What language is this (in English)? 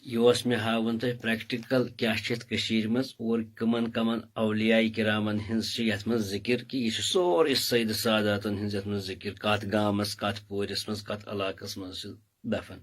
Kashmiri